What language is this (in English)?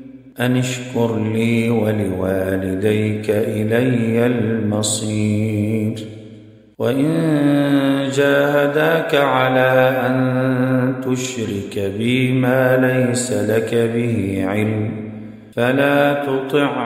Arabic